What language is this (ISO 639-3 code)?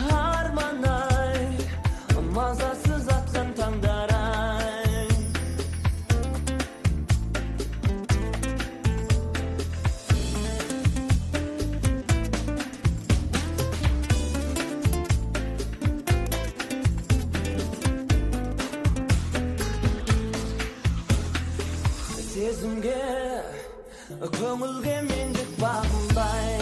kaz